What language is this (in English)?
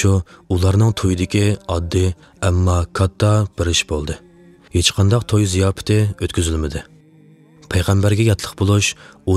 Uyghur